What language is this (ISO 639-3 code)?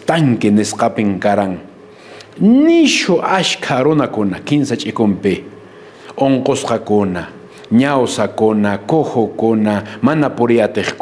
que